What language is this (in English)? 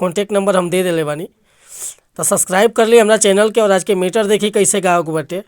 Bhojpuri